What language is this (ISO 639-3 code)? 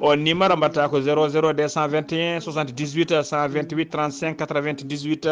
ful